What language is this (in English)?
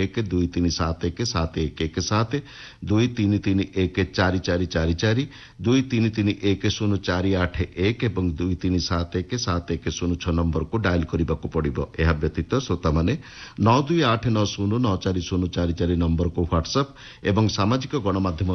Odia